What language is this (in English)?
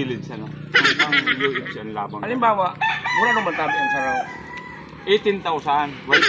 Bikol